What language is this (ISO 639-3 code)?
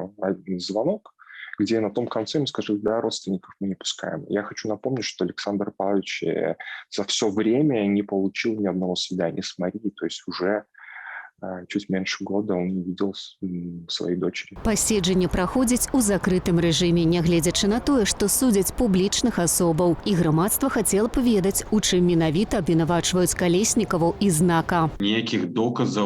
bel